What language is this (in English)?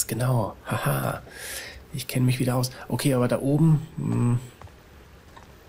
German